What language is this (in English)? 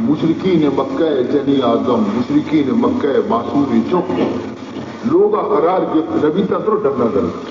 Baluchi